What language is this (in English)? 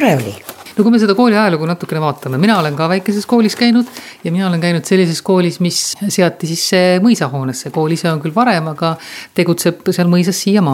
Estonian